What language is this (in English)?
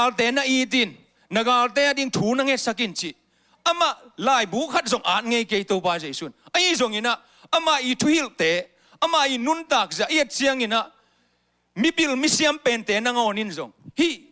Tedim Chin